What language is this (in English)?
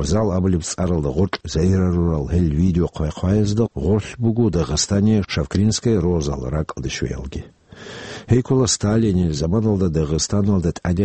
Avaric